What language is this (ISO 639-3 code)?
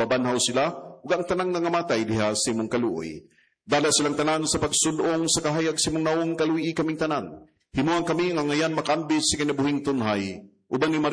ceb